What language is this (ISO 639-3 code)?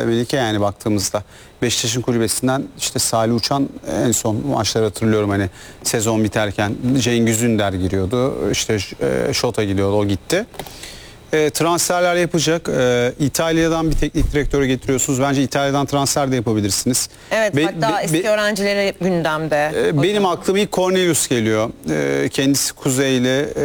tur